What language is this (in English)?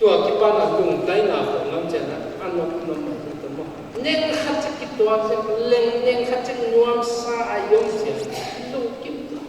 Paite Chin